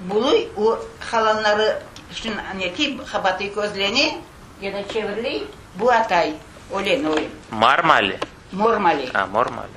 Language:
Crimean Tatar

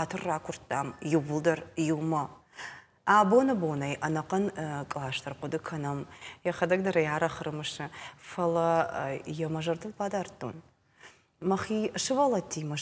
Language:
Ossetic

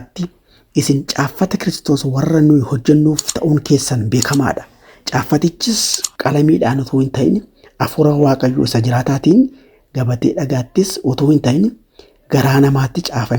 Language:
Oromo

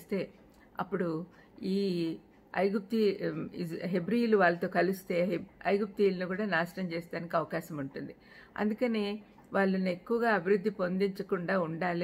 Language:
Telugu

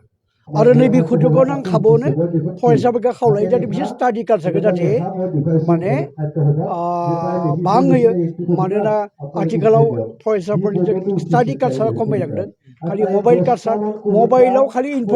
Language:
Bodo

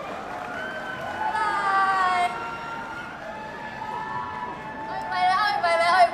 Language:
Thai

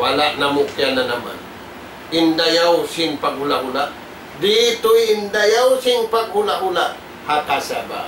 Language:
Tausug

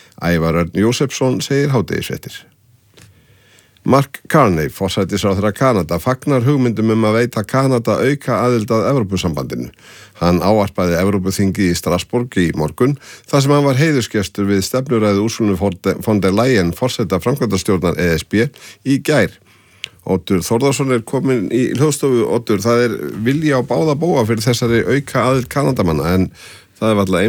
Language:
Icelandic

